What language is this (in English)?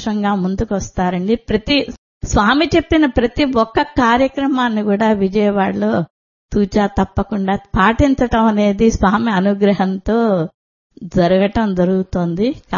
Telugu